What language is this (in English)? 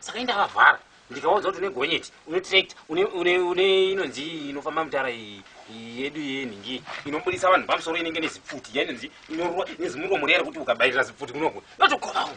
Shona